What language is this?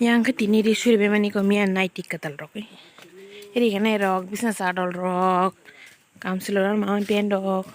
Kok Borok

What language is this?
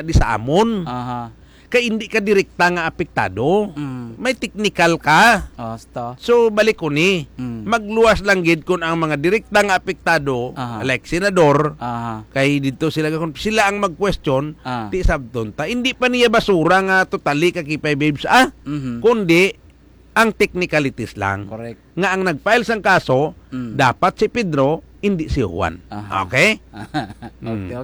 Hiligaynon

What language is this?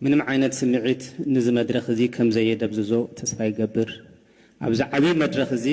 Tigrinya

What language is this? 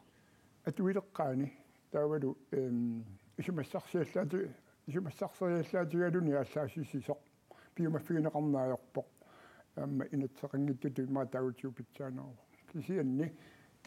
Kalaallisut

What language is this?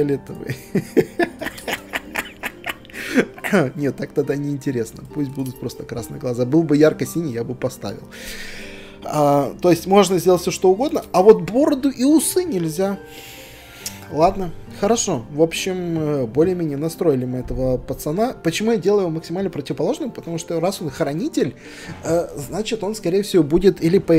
Russian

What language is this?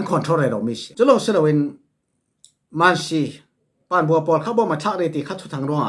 Falam Chin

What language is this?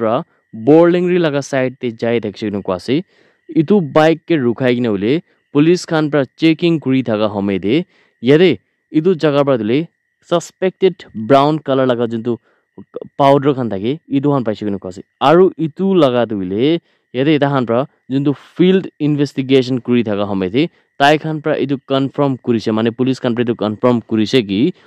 Naga Pidgin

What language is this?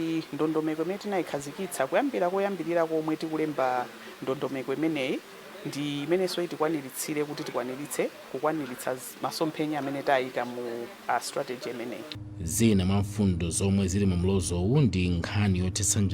Nyanja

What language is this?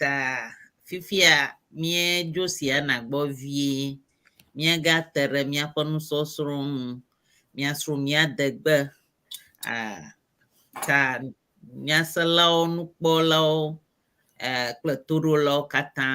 Ewe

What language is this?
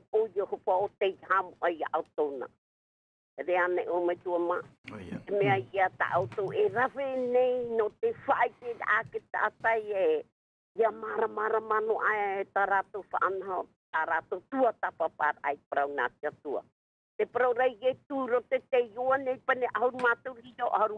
Tahitian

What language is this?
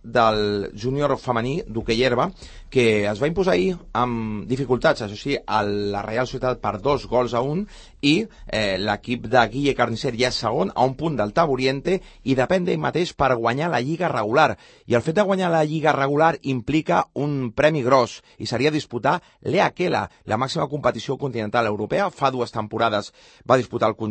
Catalan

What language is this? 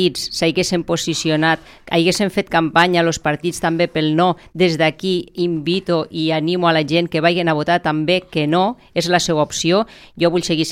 Catalan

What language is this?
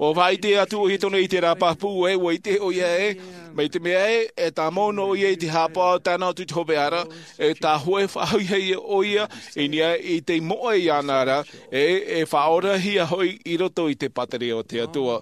Tahitian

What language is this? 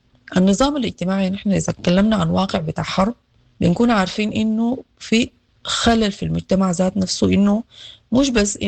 Sudanese Arabic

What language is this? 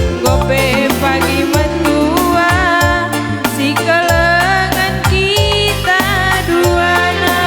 Batak Karo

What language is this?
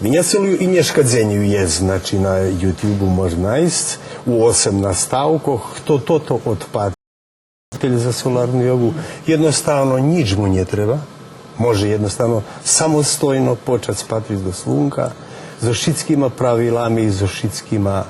Rusyn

